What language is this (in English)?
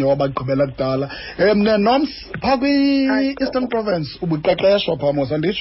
Xhosa